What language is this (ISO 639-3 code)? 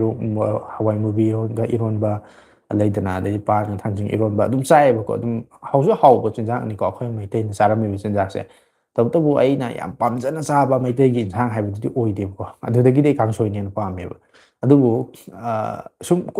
mni